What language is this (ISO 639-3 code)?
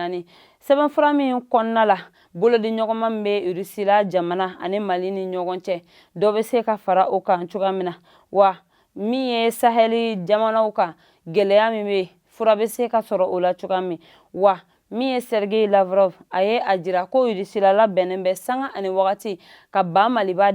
bam